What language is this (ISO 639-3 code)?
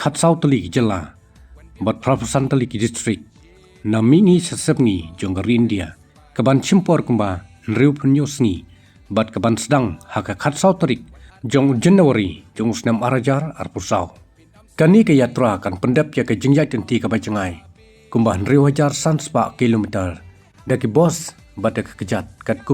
kha